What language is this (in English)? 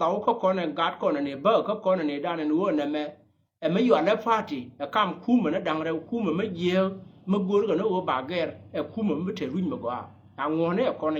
Nuer